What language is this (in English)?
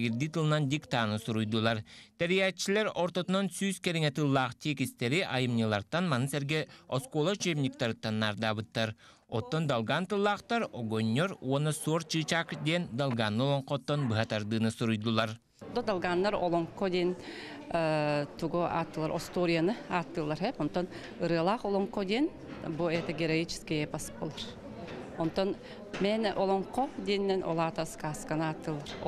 Yakut